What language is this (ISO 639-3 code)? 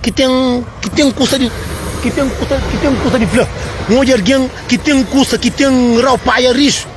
kea